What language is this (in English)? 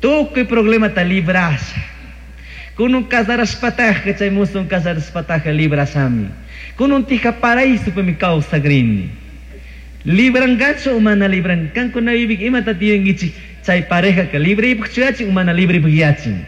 Chimborazo Highland Quichua